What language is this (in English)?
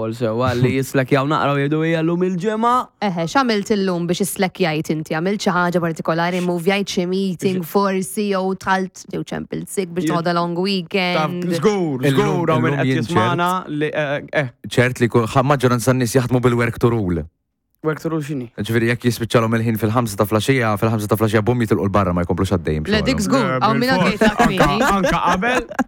Maltese